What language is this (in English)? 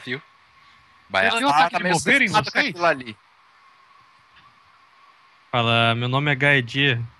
Portuguese